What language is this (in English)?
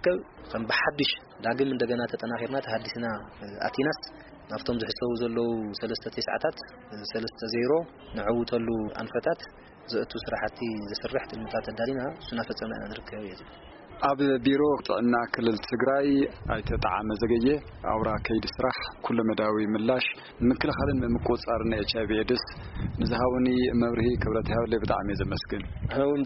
Tigrinya